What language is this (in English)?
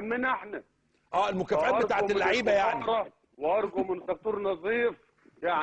Egyptian Arabic